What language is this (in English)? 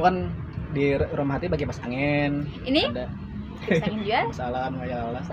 Banjar